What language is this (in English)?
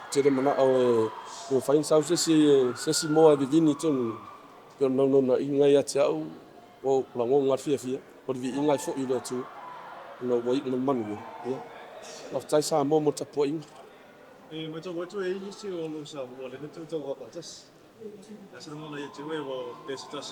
Samoan